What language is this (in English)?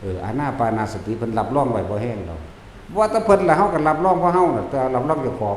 Northeastern Thai